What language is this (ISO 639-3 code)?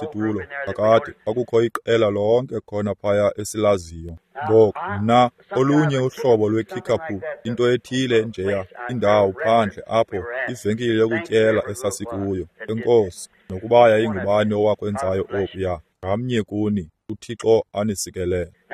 xho